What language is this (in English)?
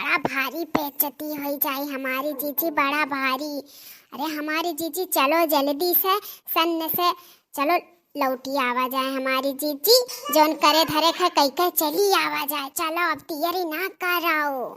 Awadhi